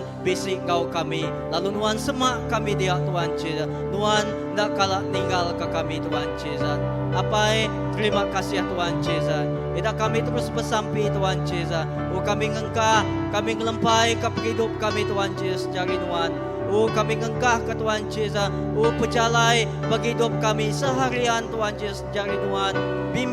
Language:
Iban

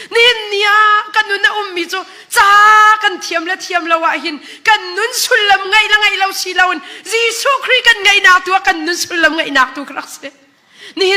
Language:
Hakha Chin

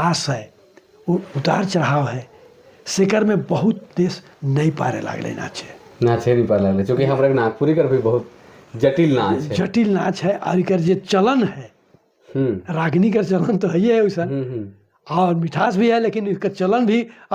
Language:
Sadri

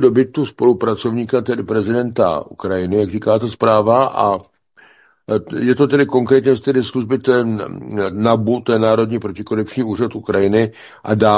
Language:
Czech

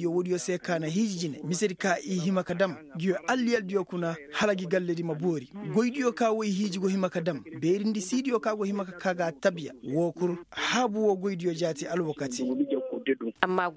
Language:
Koyraboro Senni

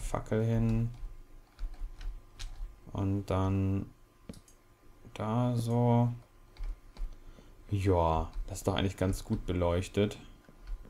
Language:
German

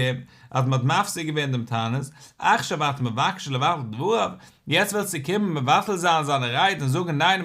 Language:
Yiddish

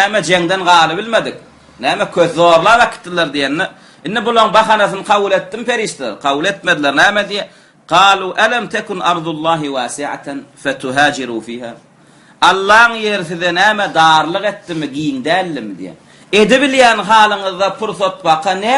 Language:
Turkmen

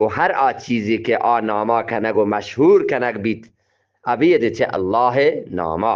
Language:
Eastern Balochi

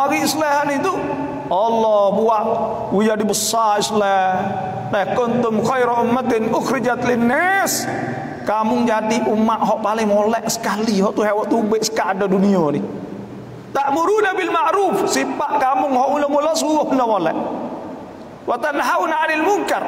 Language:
Malay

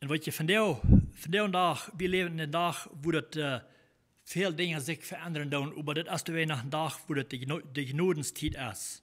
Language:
Plautdietsch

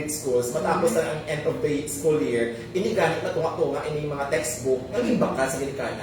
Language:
Hiligaynon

